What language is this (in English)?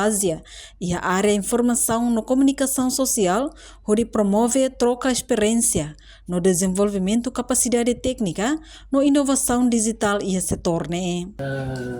Tetum